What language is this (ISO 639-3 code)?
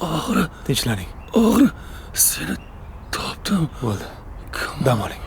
uzb